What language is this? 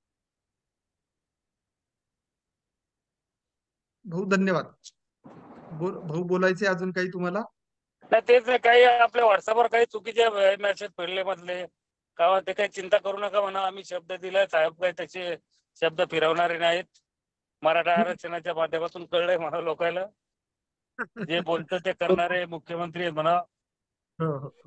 Marathi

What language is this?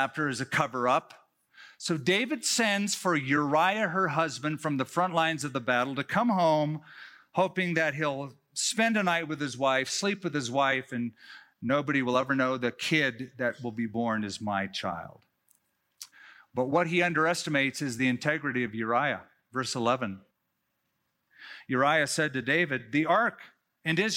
English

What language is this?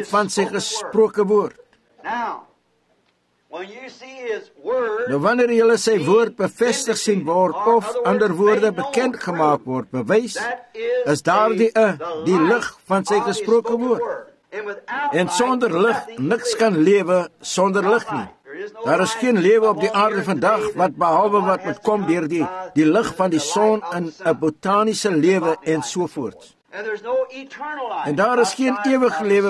Afrikaans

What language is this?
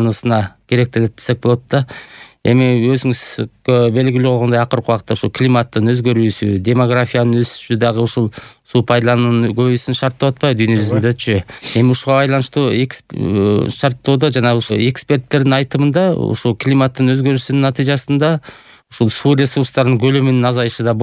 Kyrgyz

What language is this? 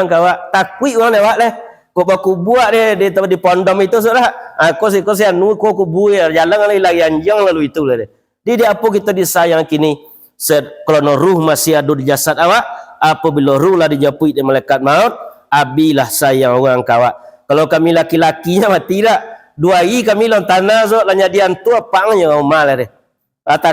Minangkabau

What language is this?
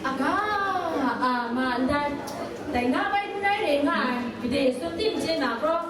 Kachin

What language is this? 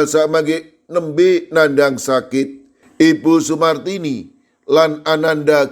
Javanese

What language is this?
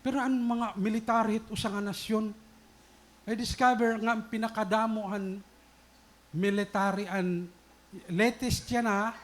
Waray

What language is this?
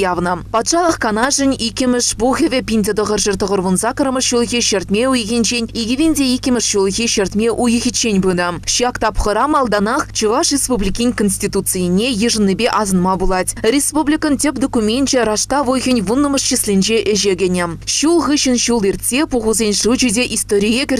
Chuvash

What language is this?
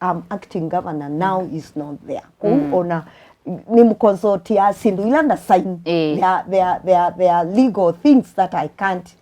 Kamba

